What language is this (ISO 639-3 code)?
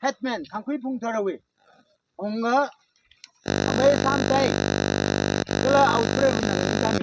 nmf